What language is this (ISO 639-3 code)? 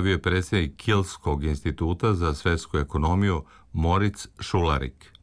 srp